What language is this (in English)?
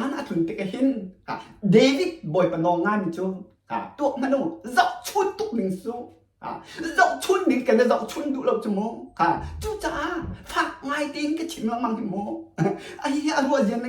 Hakha Chin